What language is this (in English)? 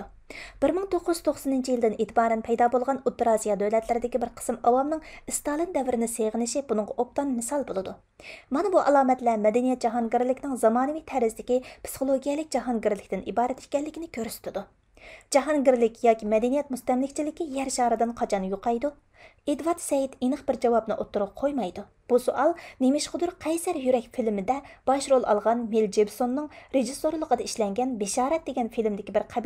Uyghur